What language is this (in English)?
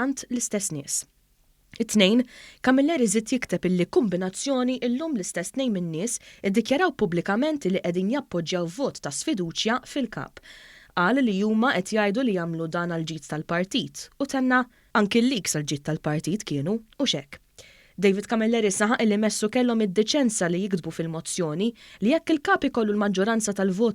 Maltese